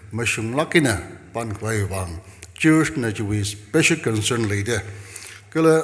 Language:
Tangkhul Naga (India)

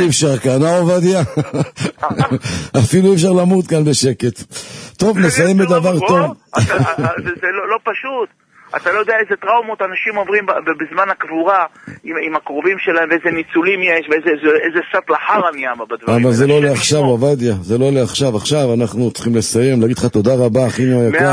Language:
Hebrew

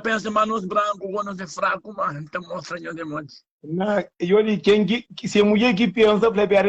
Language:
Kabuverdianu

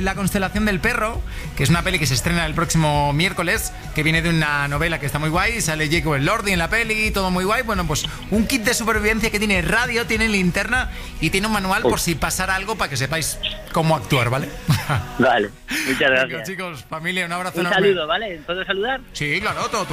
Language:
Spanish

